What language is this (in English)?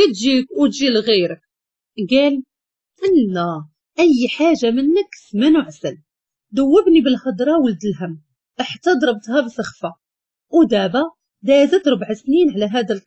Moroccan Arabic